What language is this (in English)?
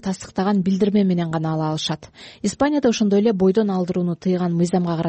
Kyrgyz